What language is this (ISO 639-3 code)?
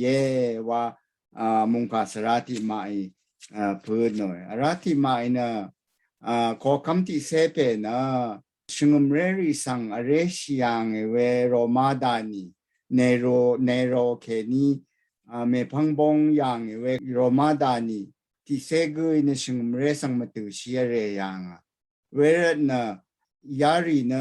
raw